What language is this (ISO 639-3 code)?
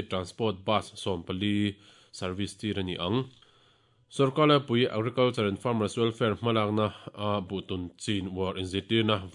lus